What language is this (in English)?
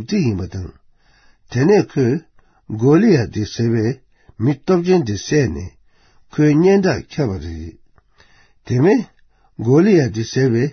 Tibetan